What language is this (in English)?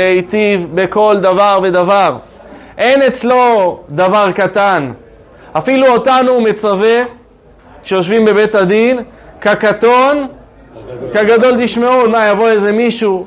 Hebrew